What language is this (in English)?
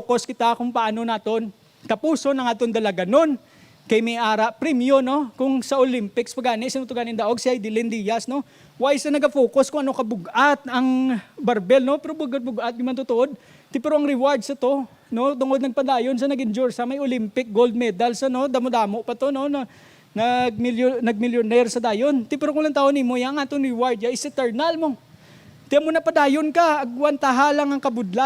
Hiligaynon